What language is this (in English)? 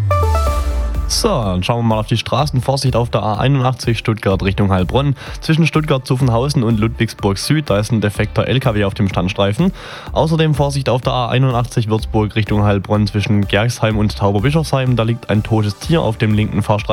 German